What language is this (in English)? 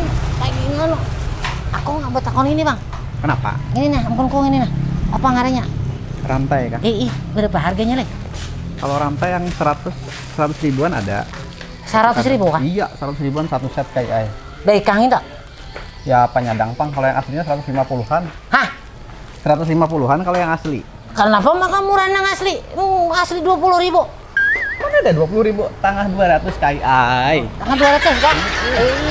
Banjar